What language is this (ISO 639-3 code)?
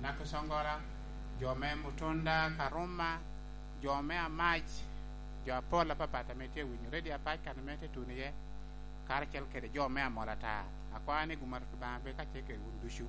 laj